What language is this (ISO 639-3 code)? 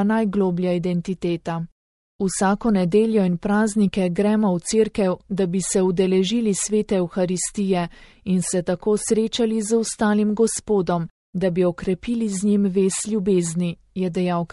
slv